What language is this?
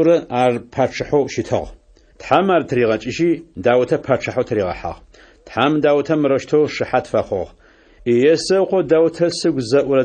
Adyghe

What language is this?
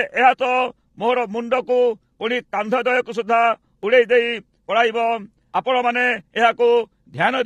Odia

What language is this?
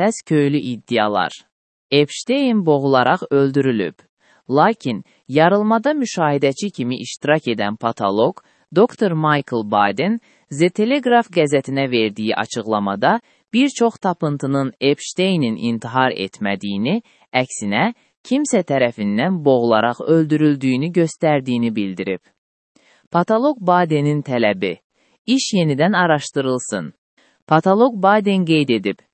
Azerbaijani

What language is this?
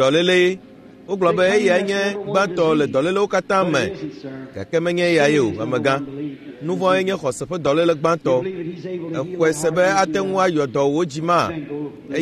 Ewe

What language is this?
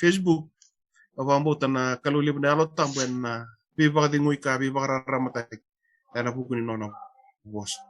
Fijian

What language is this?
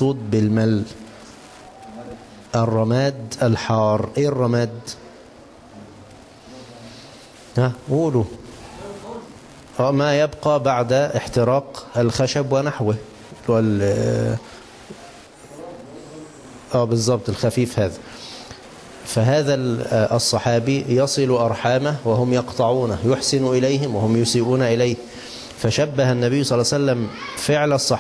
Arabic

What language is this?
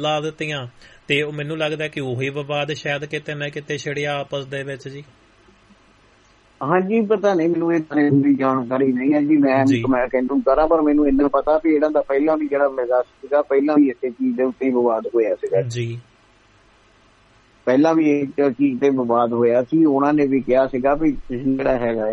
Punjabi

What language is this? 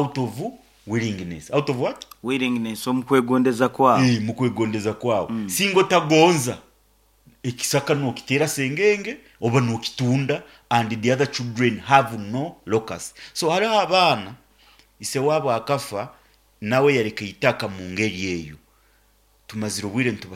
Nyoro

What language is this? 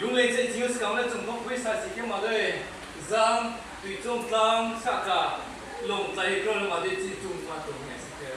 Riang (India)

